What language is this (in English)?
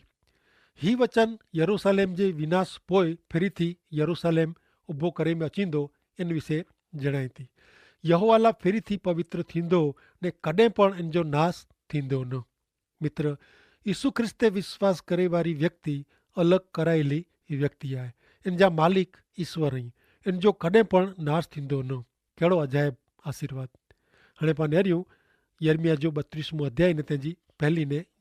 Kachhi